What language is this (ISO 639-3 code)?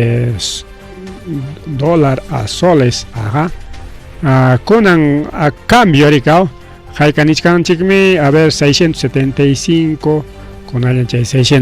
quy